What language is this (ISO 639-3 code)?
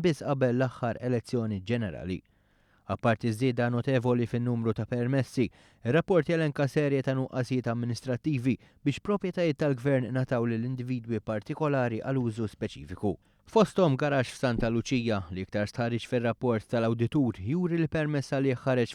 mlt